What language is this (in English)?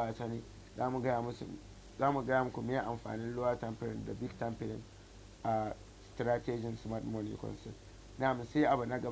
Hausa